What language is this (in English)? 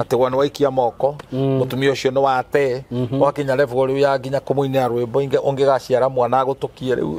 Kikuyu